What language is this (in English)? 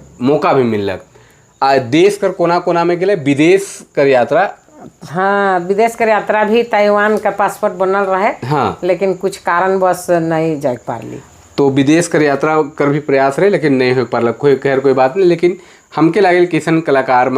Sadri